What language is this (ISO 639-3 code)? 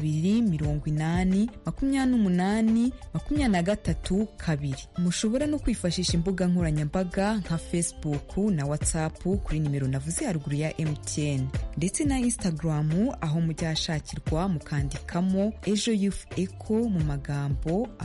kin